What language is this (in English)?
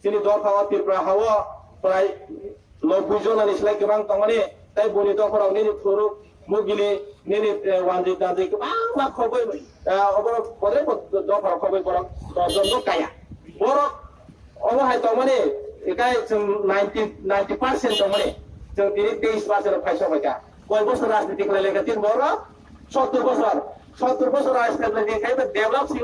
Kok Borok